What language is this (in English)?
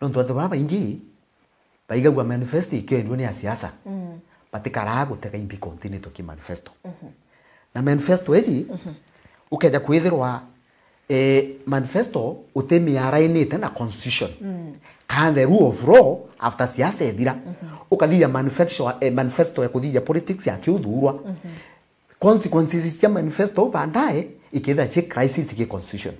Meru